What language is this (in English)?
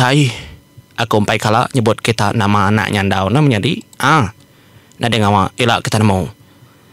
Iban